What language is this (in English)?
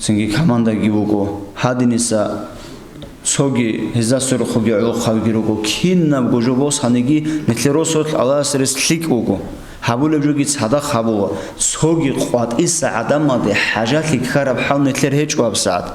Avaric